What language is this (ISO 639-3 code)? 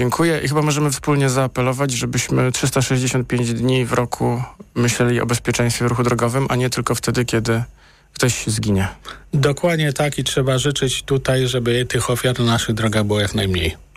pol